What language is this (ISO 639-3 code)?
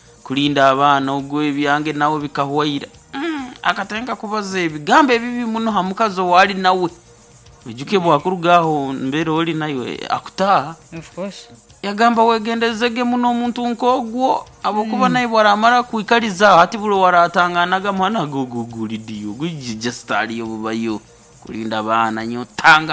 nyo